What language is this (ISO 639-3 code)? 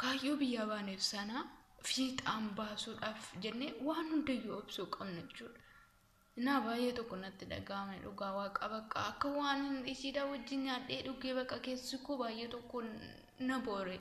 orm